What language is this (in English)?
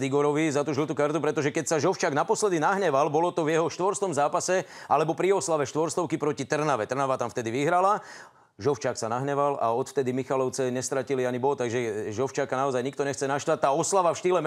Slovak